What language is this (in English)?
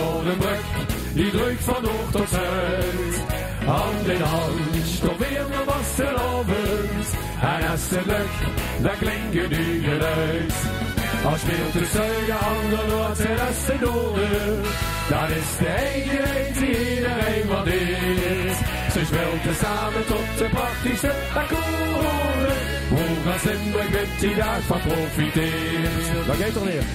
Limburgish